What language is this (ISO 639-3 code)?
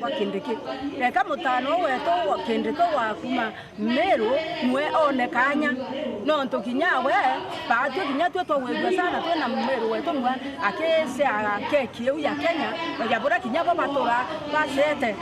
mer